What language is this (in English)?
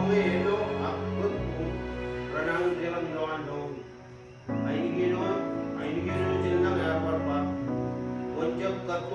Marshallese